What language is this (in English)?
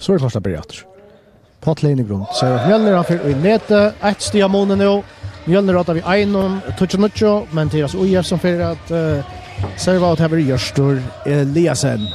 Faroese